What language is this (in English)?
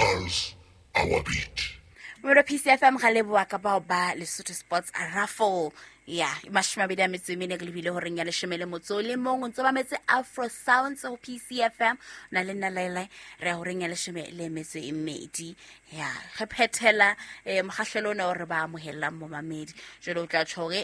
Southern Sotho